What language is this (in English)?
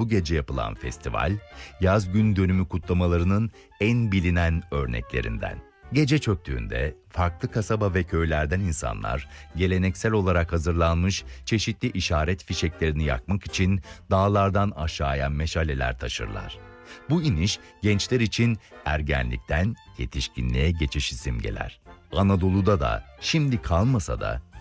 Turkish